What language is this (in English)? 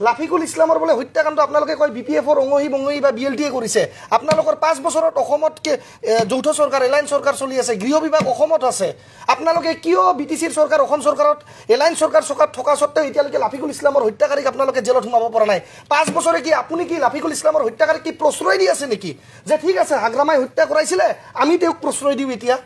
Assamese